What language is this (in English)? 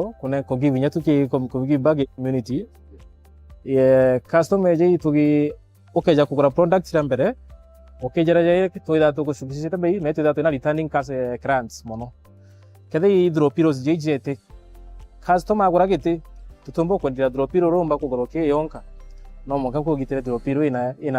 Meru